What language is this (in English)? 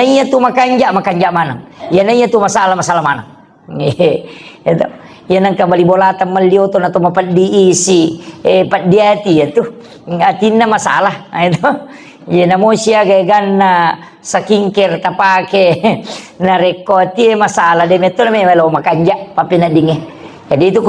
Buginese